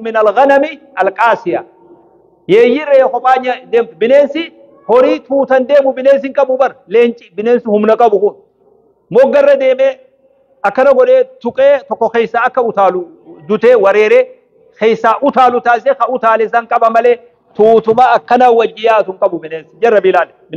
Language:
Oromo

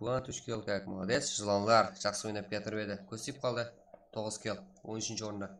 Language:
Kara-Kalpak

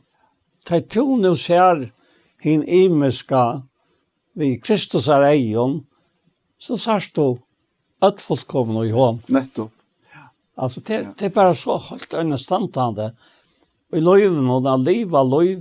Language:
Faroese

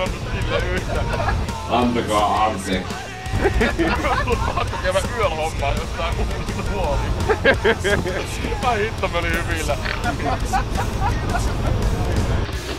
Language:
Finnish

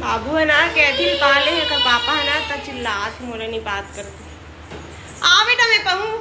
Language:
Chhattisgarhi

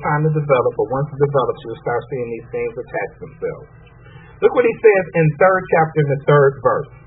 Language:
English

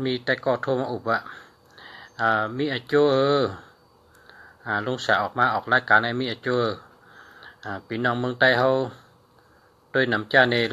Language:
Shan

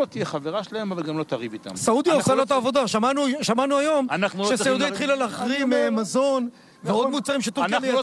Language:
Hebrew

